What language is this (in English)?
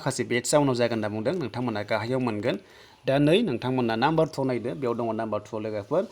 Bodo